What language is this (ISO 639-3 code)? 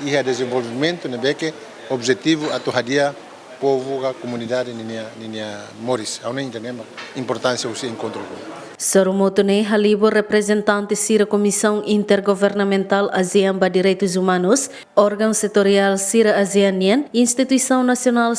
tet